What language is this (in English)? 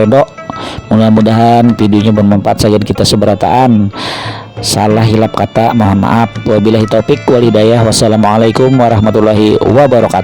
Banjar